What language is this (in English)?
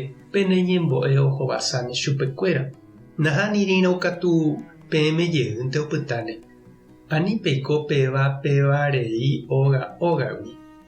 Guarani